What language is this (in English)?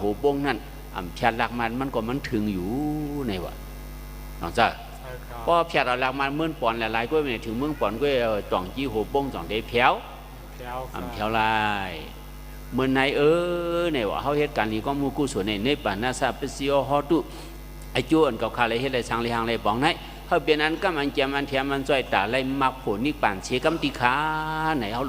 Shan